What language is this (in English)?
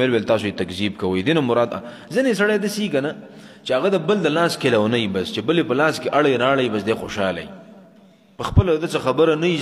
Pashto